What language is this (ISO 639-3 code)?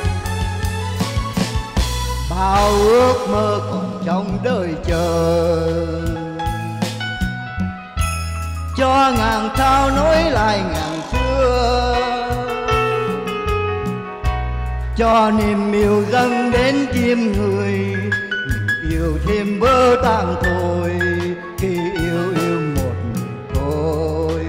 vie